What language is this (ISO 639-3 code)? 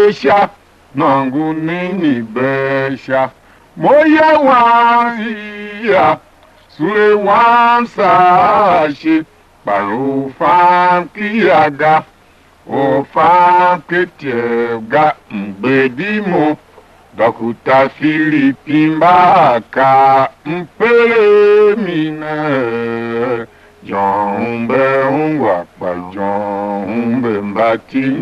tiv